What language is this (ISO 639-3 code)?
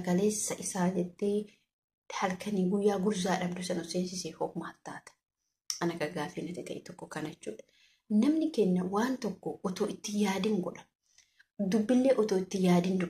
orm